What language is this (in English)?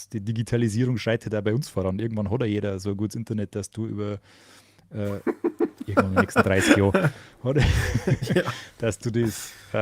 Bavarian